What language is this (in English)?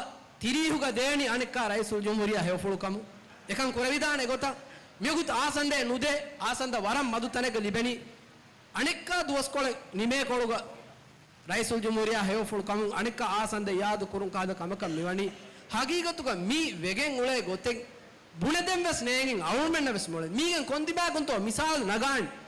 Divehi